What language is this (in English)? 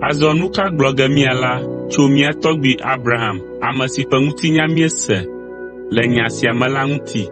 Ewe